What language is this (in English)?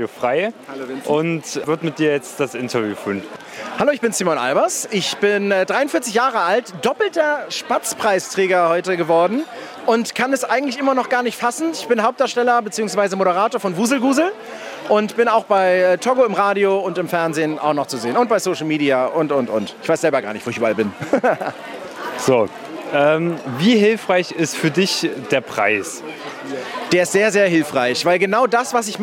German